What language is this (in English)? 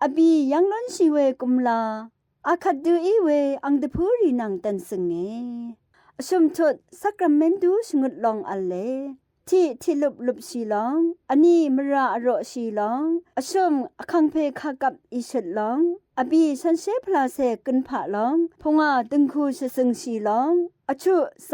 Rawang